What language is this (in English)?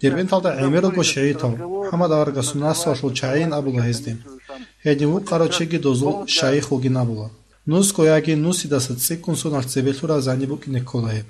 Avaric